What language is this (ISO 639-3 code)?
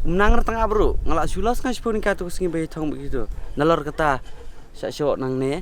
kha